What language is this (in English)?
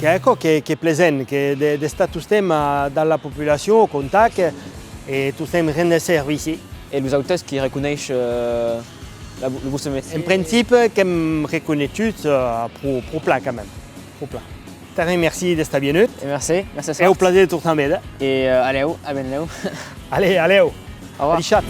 Occitan